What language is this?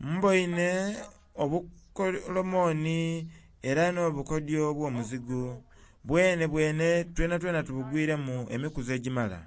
Soga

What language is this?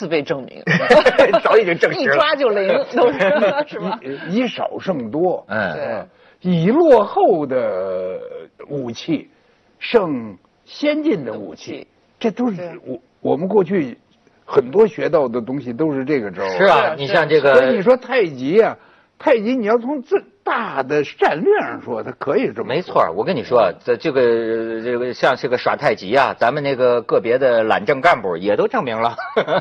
Chinese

